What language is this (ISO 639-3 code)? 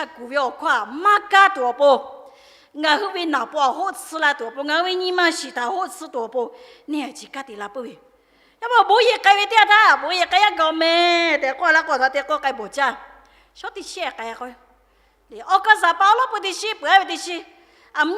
lhu